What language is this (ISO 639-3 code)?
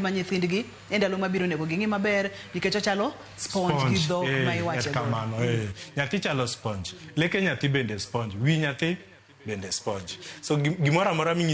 luo